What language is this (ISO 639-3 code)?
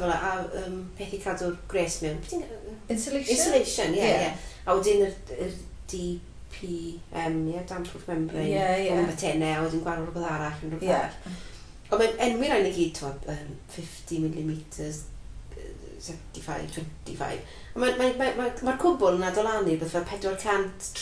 cym